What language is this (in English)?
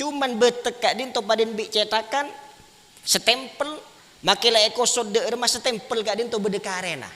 Madurese